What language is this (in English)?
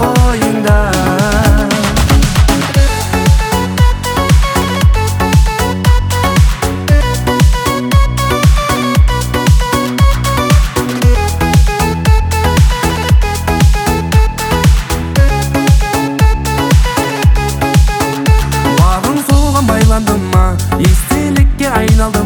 Kazakh